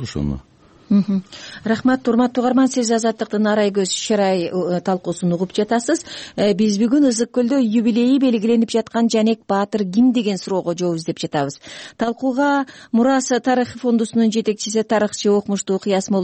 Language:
Kyrgyz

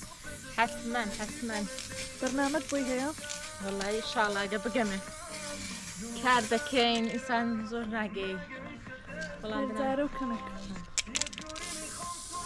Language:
Central Kurdish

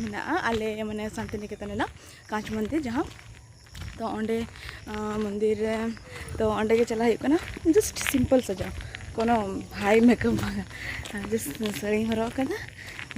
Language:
Santali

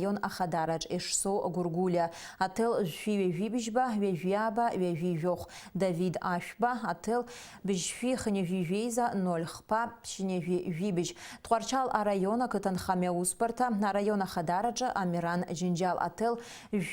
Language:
Abkhazian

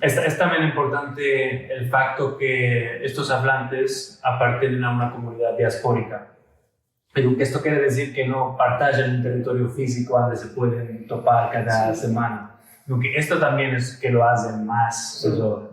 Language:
Ladino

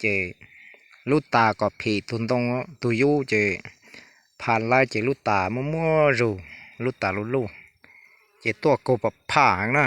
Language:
Hmong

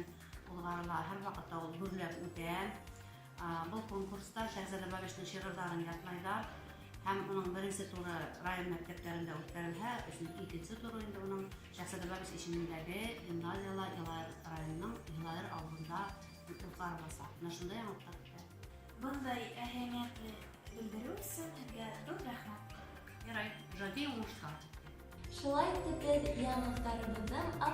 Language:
Bashkir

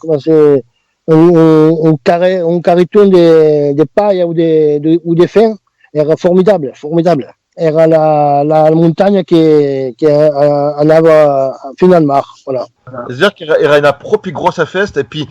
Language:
Occitan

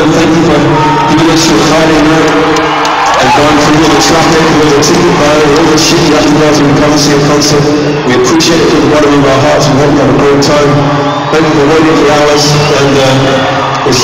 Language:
English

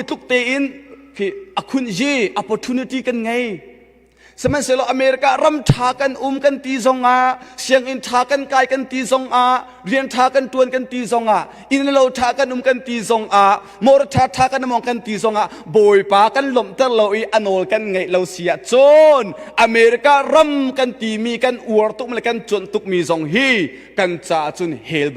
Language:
Hakha Chin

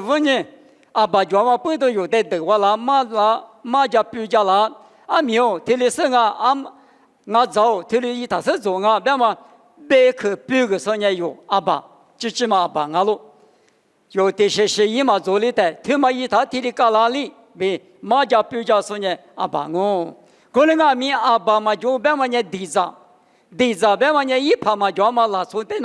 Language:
Lisu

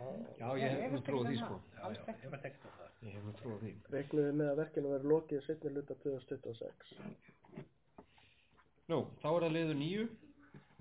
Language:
Icelandic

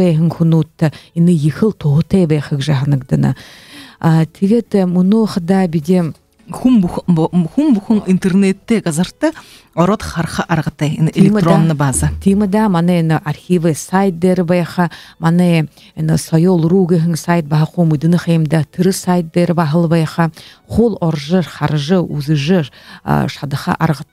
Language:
Buriat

